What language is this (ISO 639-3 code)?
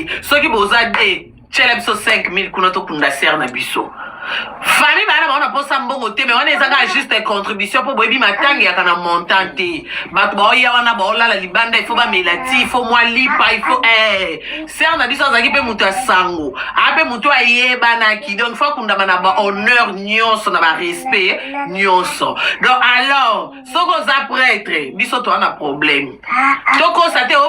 lin